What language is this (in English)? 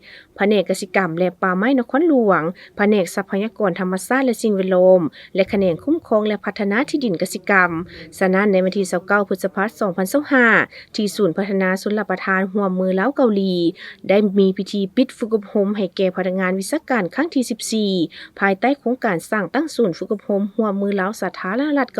Lao